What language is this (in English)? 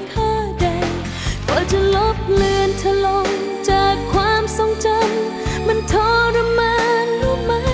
Thai